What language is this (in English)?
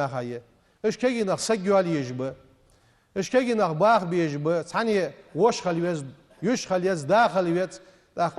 Ingush